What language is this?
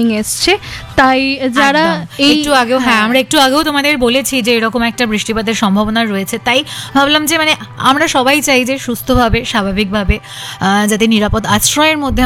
Bangla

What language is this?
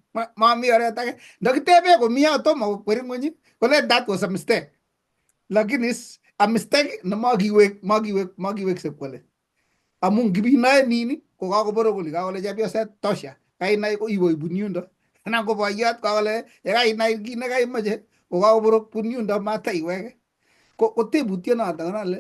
Kalenjin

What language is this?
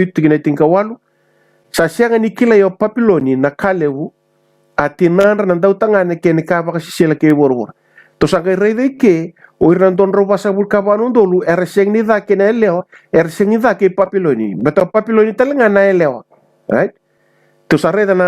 Fijian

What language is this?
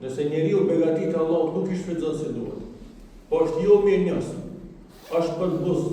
Albanian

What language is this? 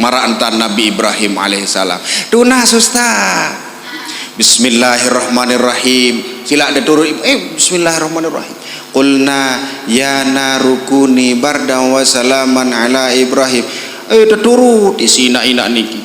Sasak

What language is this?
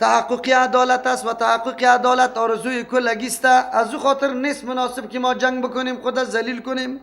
Persian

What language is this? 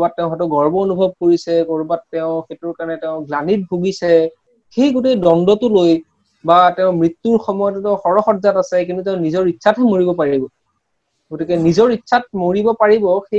Assamese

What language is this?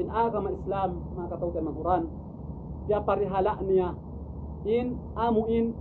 Tausug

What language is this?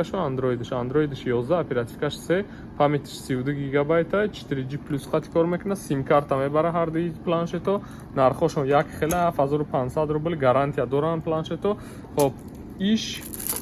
Tajik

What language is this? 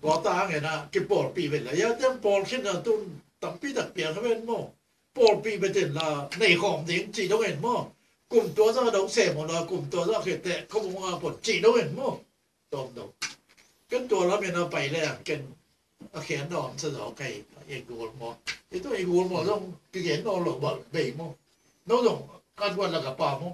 Tedim Chin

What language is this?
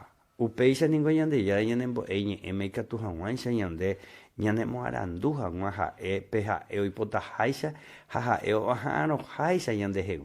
Guarani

